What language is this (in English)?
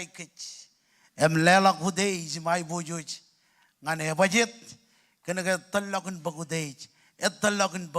Marshallese